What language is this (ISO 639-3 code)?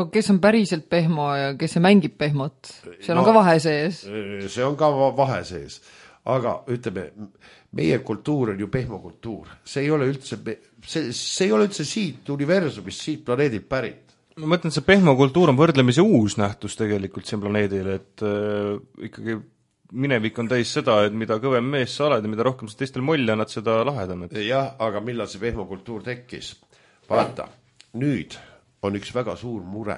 est